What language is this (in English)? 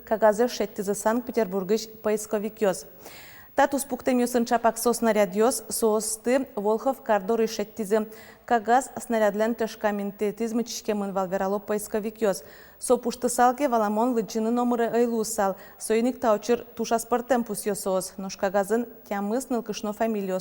Udmurt